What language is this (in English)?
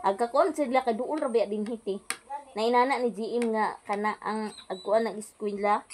Cebuano